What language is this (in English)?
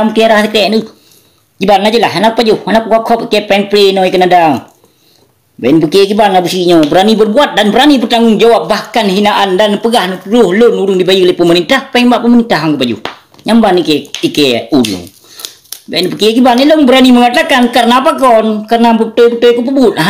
Achinese